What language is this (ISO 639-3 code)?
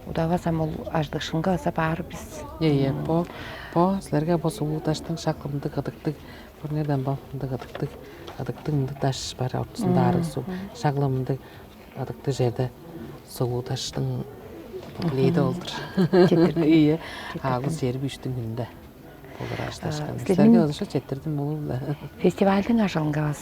tyv